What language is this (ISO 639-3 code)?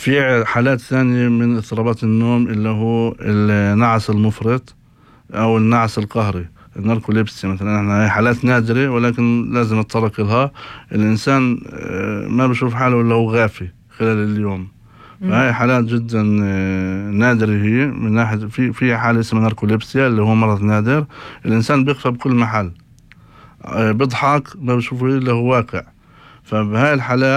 apc